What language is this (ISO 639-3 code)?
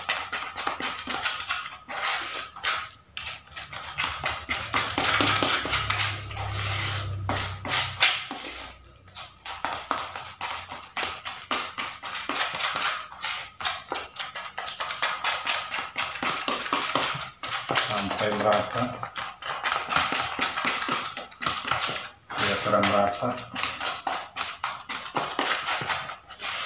ind